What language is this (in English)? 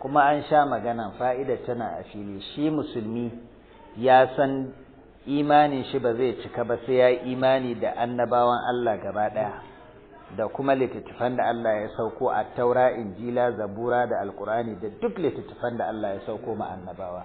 Hausa